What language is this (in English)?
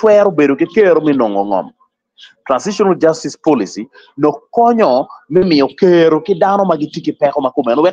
Acoli